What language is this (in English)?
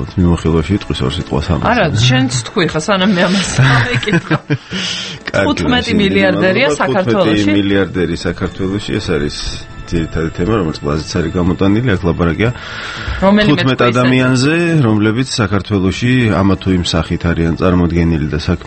Georgian